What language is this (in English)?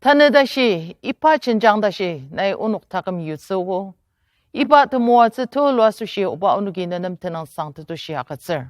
Ao Naga